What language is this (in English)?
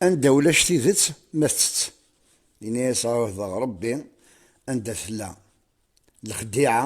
Kabyle